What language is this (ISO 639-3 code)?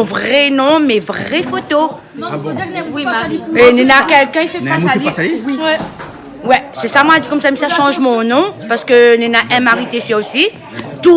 rcf